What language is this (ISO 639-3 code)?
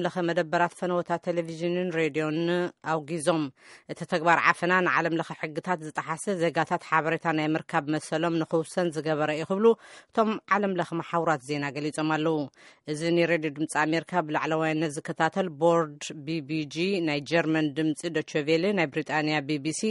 tir